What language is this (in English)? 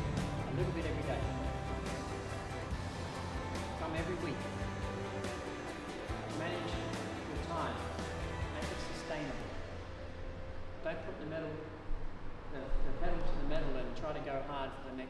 English